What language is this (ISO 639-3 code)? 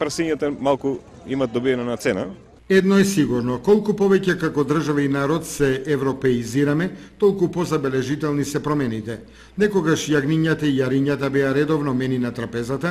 mkd